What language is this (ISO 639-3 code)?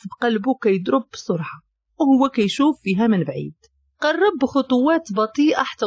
ary